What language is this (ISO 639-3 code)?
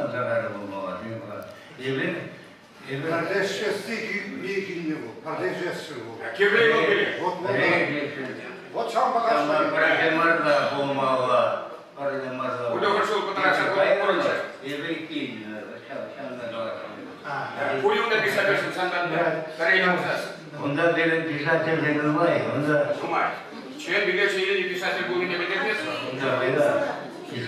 chv